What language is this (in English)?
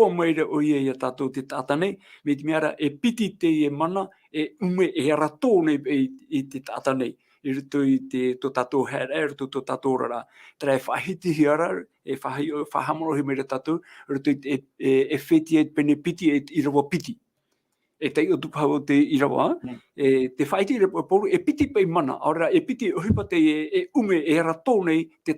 Tahitian